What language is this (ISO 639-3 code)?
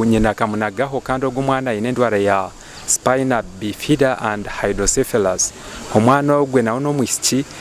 nyn